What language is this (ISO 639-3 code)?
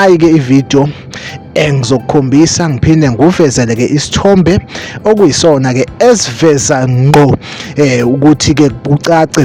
zul